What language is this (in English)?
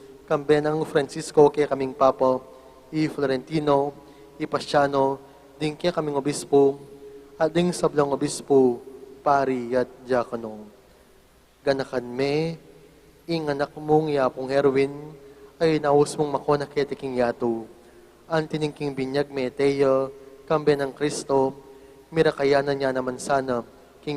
Pampanga